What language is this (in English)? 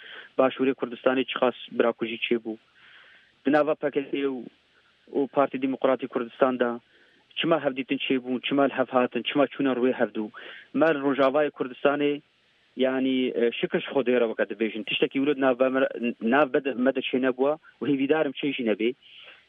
Kurdish